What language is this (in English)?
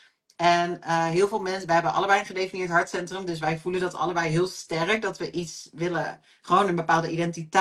Dutch